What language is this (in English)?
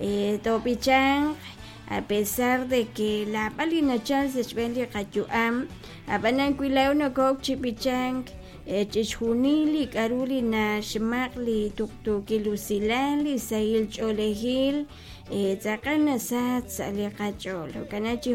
Kekchí